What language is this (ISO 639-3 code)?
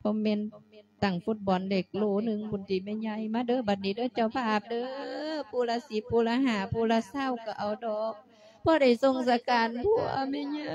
lao